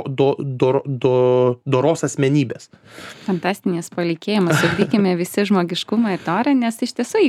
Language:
Lithuanian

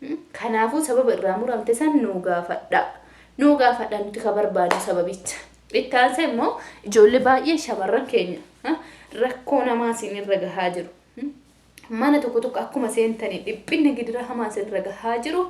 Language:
Oromo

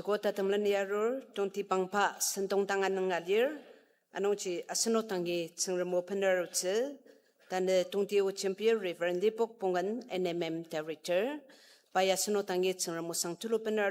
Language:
Ao Naga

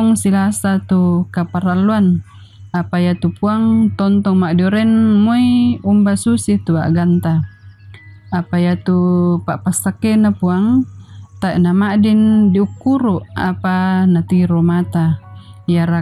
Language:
Toraja-Sa'dan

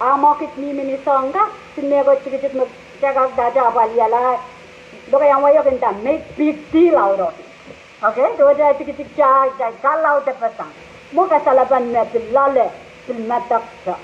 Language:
Pohnpeian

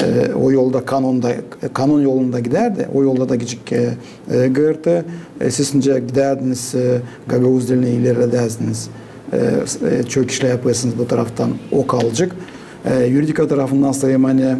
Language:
Gagauz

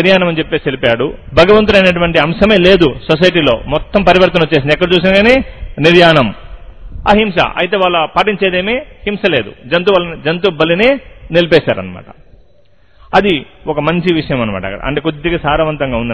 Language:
Telugu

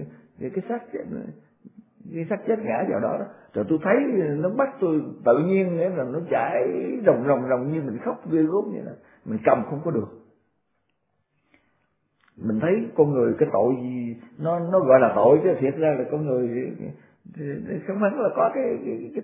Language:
Vietnamese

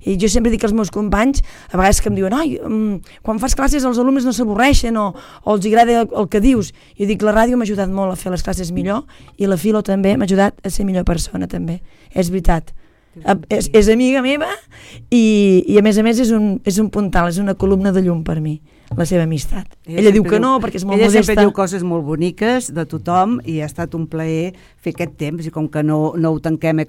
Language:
Catalan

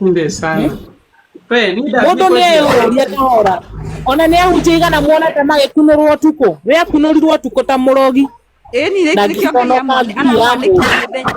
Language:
Kikuyu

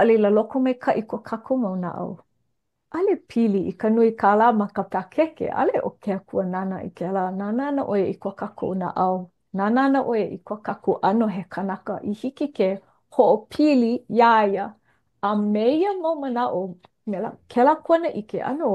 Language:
Hawaiian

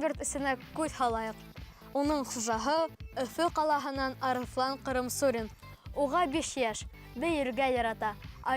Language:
Bashkir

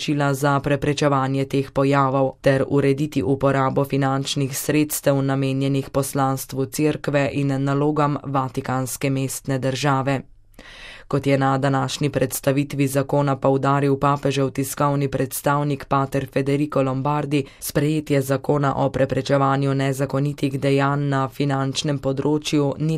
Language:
Slovenian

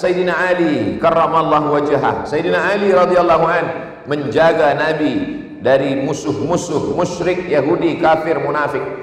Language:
Malay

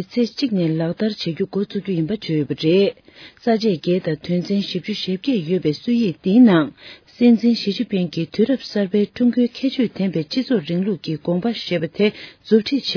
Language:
Tibetan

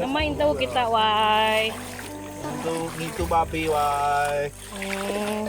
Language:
Iban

